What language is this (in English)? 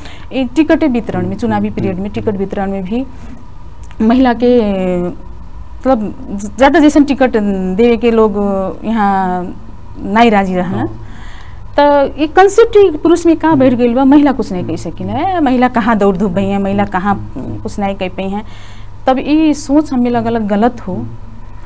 Bhojpuri